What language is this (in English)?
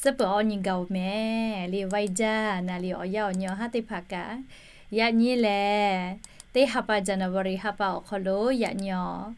Lahu